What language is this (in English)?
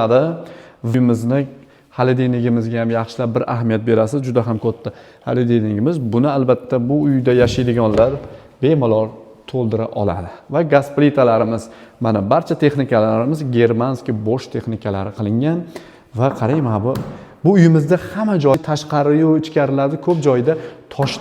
Uzbek